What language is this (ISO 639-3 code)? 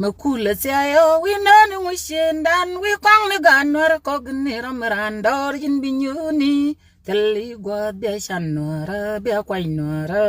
nus